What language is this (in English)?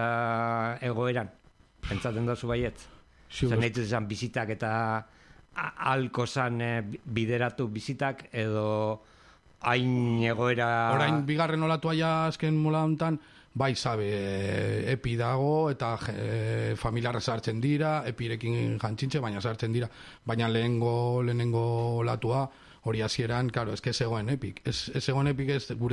Basque